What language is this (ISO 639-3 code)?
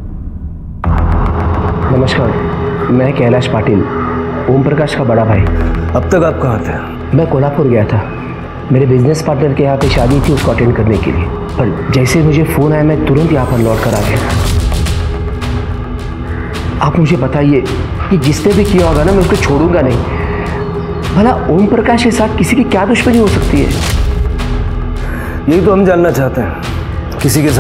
hin